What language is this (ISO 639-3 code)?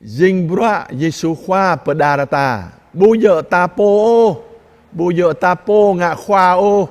jra